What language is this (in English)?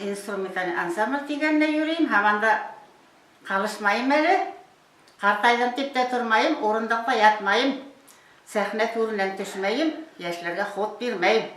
Bashkir